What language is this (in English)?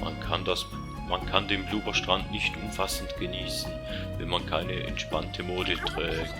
Swiss German